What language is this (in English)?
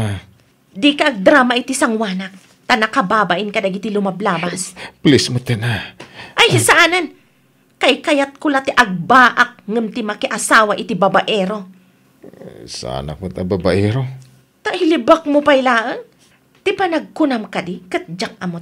Iloko